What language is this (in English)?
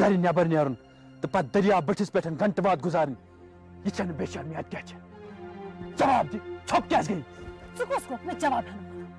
Kashmiri